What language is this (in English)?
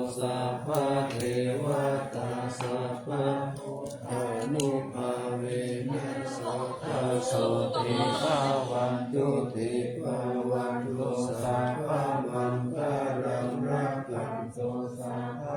Pali